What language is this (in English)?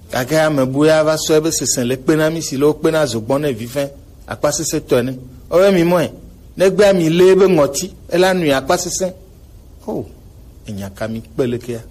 Gen